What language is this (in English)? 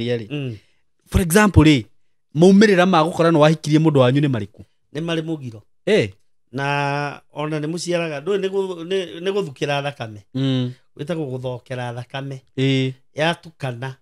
Kikuyu